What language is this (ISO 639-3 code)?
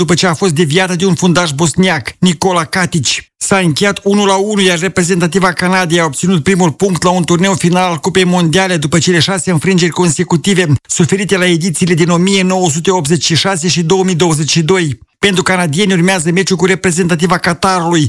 ron